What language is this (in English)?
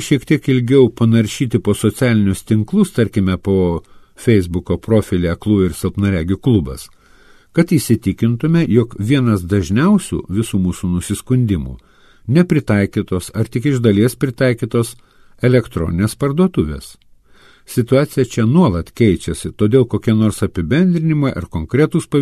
Lithuanian